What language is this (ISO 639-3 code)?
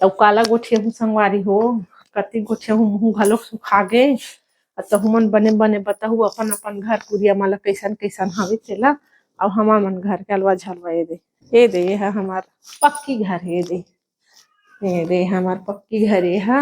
hne